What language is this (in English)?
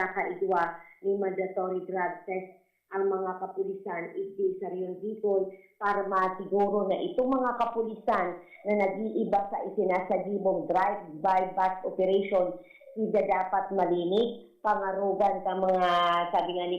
Bikol